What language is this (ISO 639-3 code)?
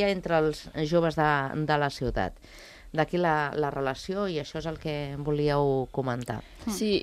cat